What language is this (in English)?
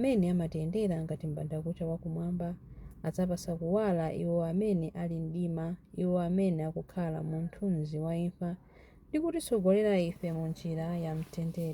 Nyanja